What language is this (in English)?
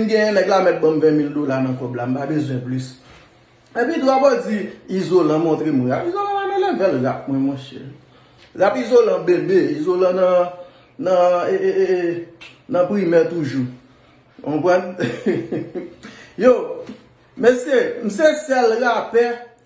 Haitian Creole